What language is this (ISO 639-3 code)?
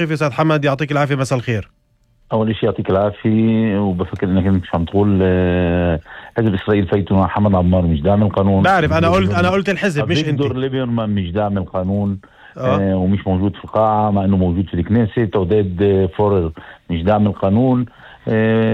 apc